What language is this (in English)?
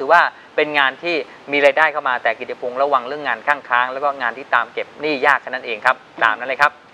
Thai